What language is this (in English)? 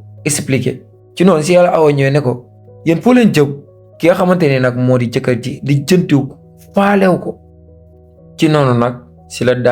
Wolof